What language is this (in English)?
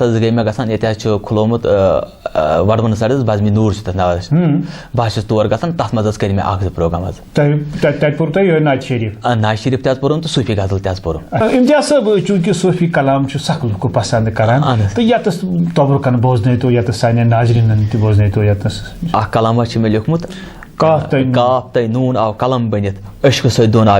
Kashmiri